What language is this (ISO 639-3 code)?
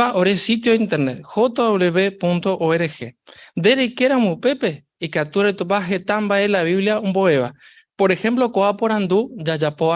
grn